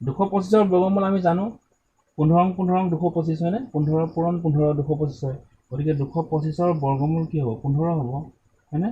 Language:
Assamese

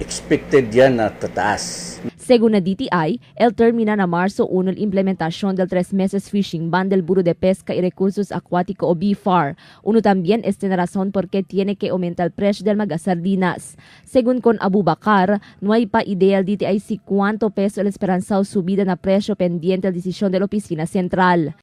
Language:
Chavacano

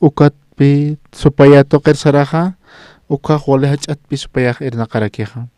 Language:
Aymara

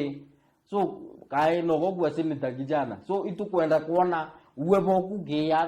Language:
Meru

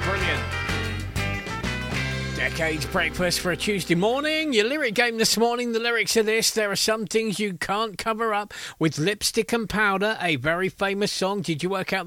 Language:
English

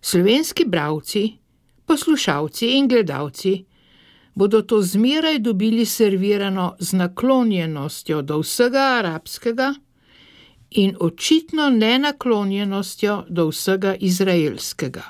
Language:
Slovenian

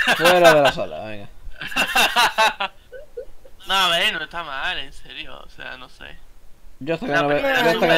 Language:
Spanish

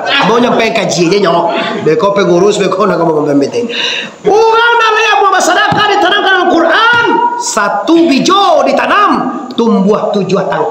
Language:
Minangkabau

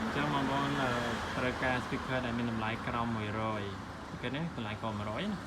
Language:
Khmer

